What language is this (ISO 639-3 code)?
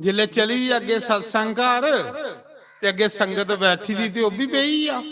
doi